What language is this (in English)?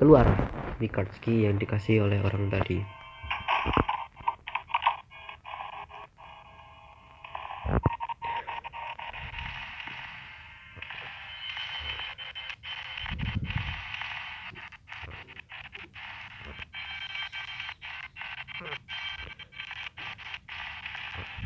Indonesian